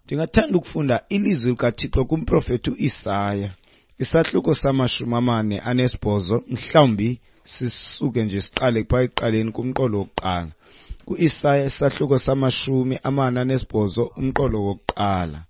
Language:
Xhosa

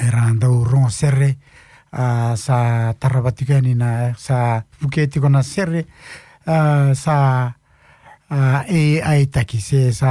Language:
Fijian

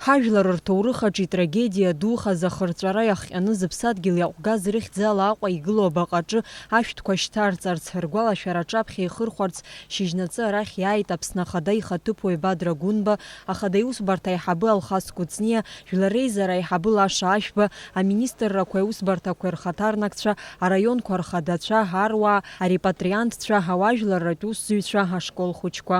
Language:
Abkhazian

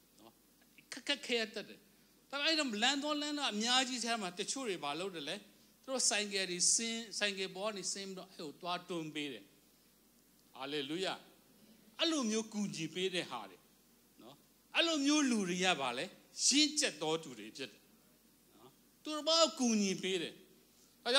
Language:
Burmese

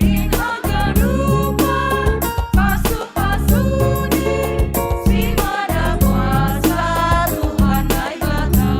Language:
Batak Simalungun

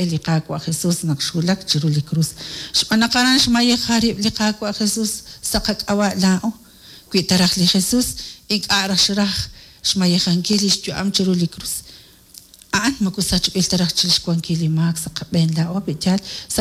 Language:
Kekchí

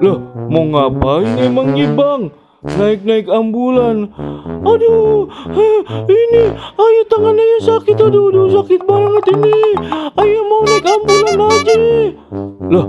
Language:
Betawi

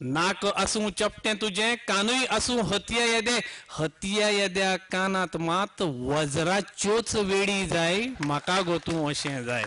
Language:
Konkani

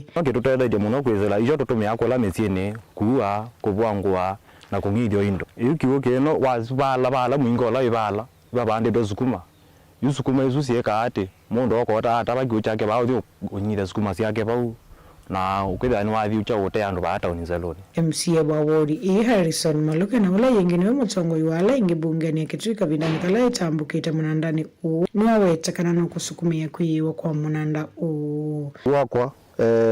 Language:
Kamba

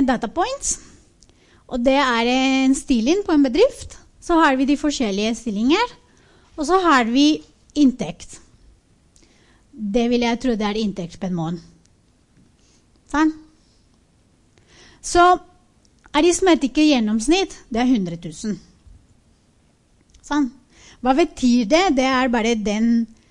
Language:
Norwegian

